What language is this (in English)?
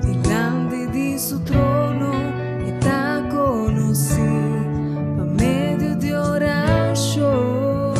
Papiamento